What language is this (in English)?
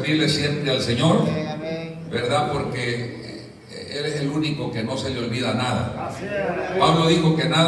Spanish